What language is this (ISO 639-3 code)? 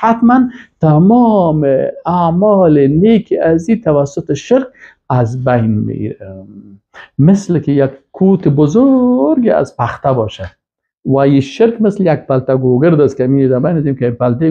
fas